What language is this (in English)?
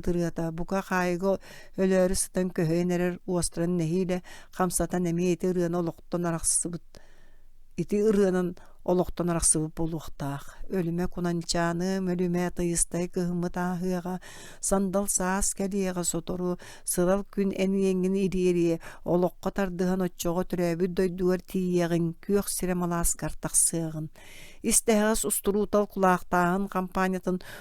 Yakut